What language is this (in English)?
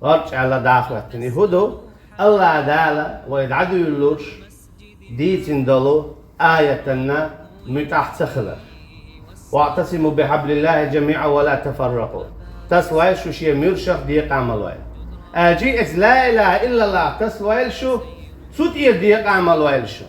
Chechen